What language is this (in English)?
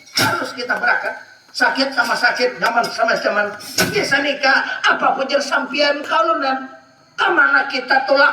Banjar